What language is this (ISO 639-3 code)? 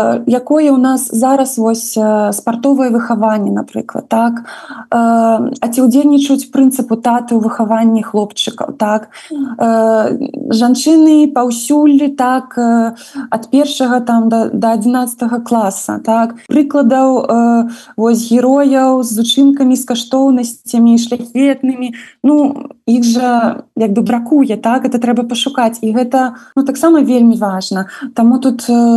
bel